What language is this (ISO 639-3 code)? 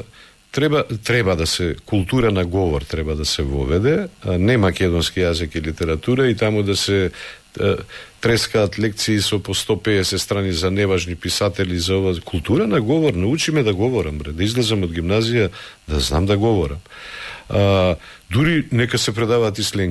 mkd